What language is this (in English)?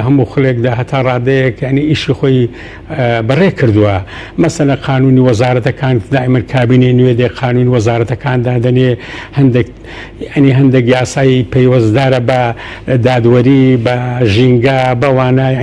Central Kurdish